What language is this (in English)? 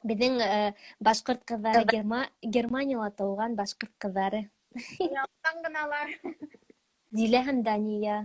Bashkir